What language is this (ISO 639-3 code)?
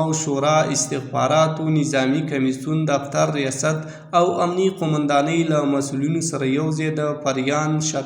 pus